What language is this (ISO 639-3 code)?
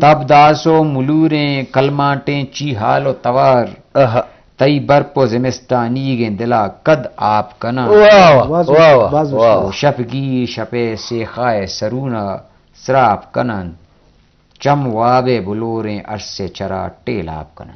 bgp